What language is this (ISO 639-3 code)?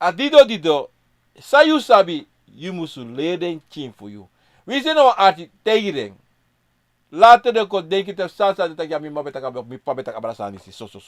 srn